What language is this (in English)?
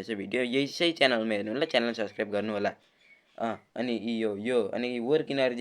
Nepali